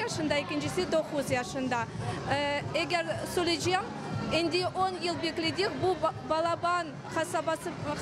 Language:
Crimean Tatar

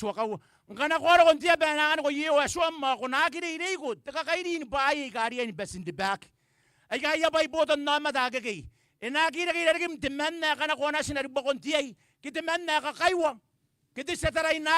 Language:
Gilbertese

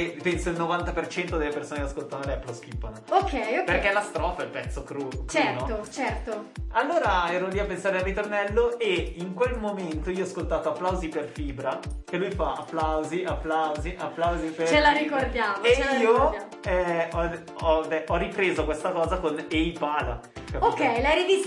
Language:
Italian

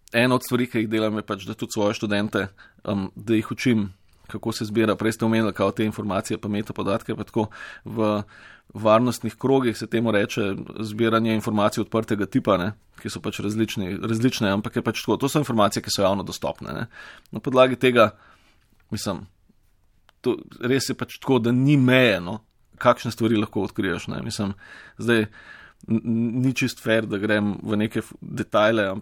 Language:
Slovenian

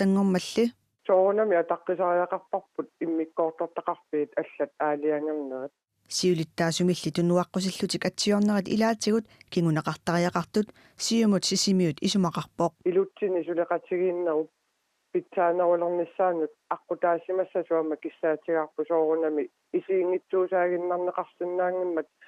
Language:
Kalaallisut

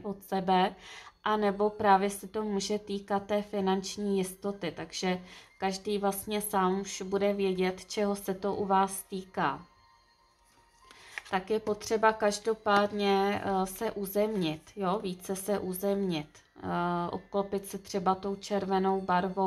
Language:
Czech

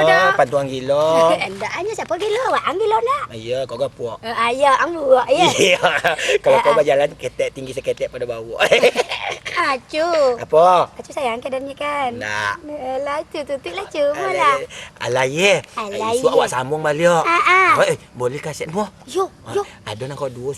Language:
Minangkabau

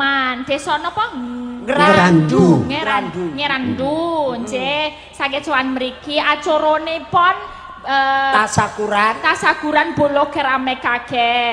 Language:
Javanese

